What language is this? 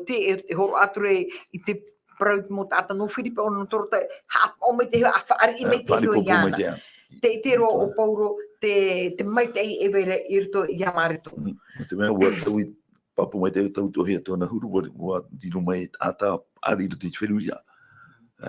Tahitian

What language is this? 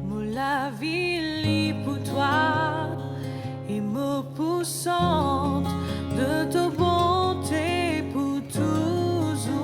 Morisyen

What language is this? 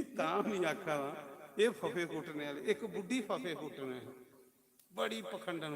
Dogri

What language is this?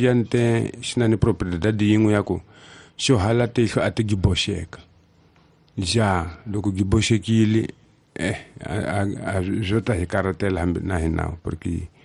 Tsonga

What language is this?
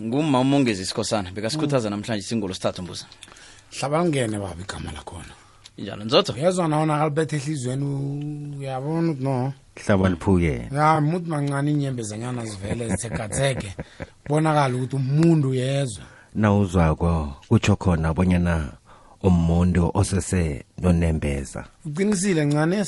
South Ndebele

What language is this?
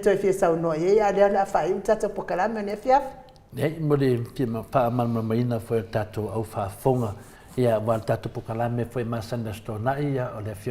Samoan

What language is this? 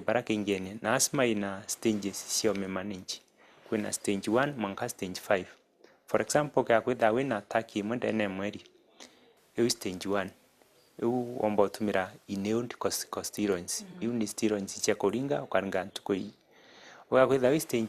Meru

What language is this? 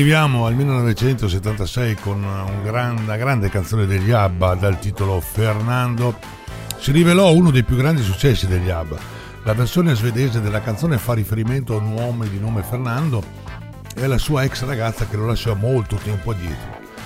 Italian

